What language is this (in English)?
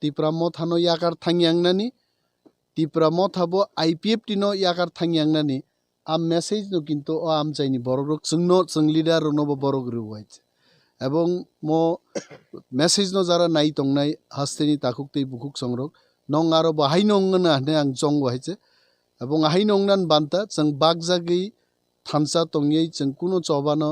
Kok Borok